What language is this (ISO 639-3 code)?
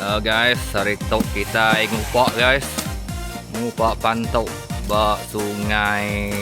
iba